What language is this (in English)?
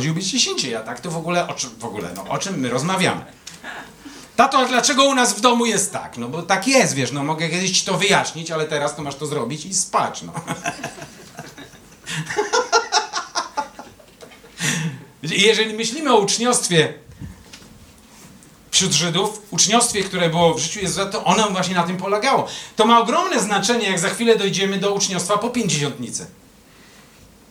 Polish